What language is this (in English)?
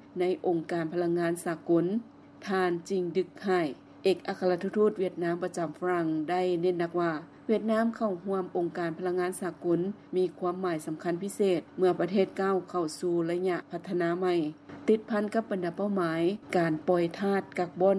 Lao